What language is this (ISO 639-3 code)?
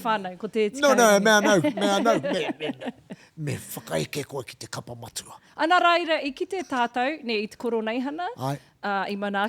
mri